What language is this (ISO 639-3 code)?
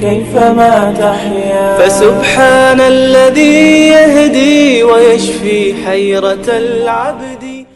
ava